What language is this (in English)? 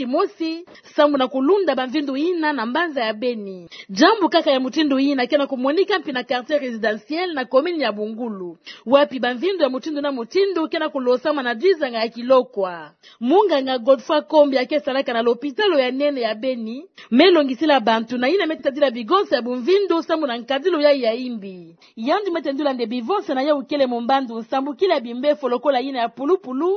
Kituba (Democratic Republic of Congo)